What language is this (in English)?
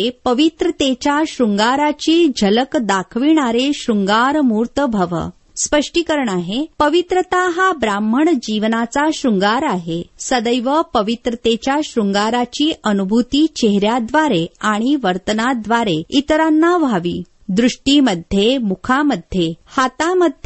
Marathi